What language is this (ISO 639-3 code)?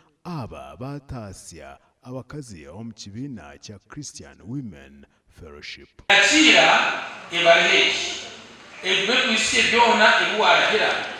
nyn